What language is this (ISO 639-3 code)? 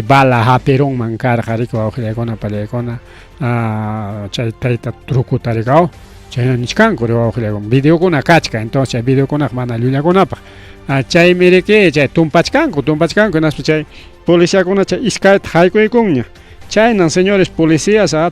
quy